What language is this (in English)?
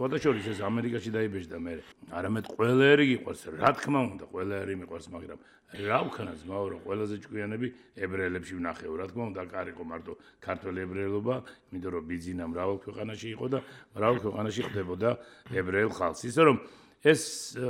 Georgian